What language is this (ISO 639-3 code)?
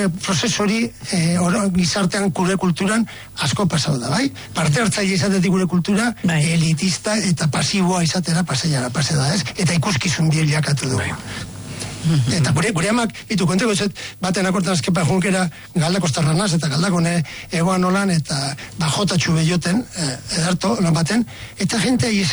eus